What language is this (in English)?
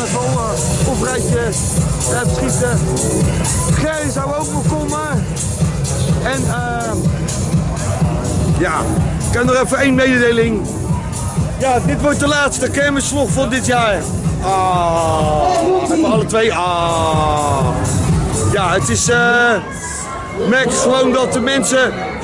Dutch